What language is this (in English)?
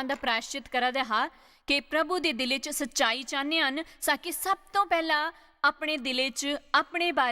Dogri